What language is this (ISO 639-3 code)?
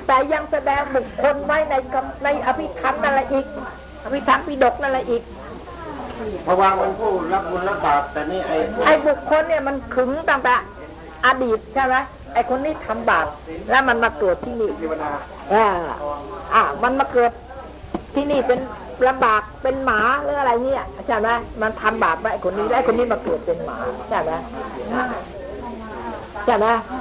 tha